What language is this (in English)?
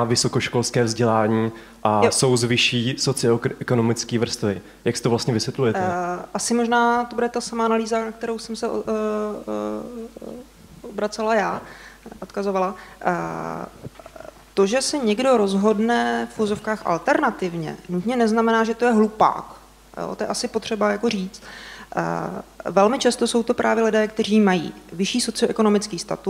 Czech